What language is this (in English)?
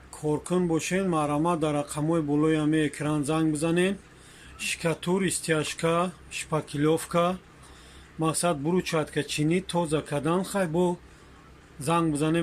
Tajik